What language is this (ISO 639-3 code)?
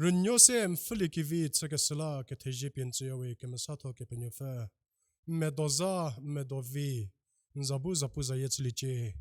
njm